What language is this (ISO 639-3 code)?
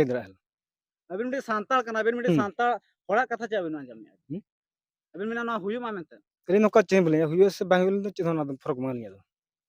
sat